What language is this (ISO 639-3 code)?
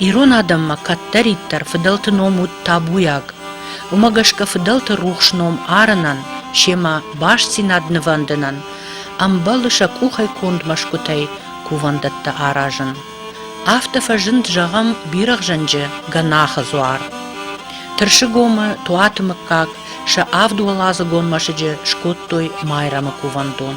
oss